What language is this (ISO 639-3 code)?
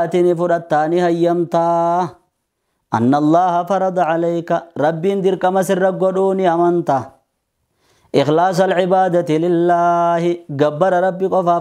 orm